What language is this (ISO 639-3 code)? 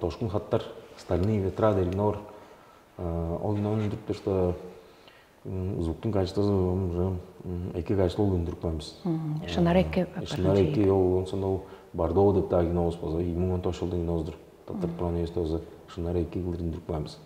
tyv